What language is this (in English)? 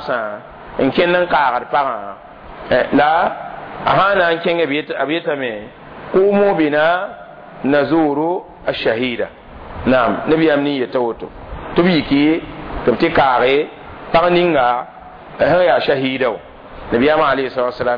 Mossi